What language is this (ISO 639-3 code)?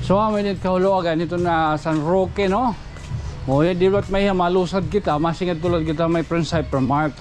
war